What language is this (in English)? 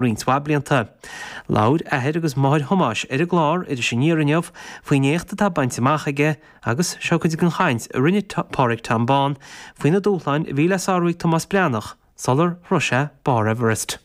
Irish